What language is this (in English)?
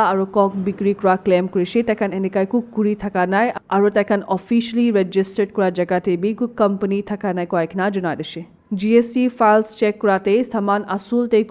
Naga Pidgin